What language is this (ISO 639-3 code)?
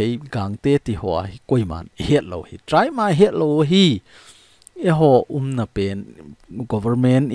tcz